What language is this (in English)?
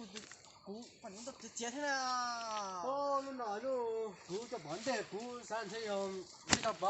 Hmong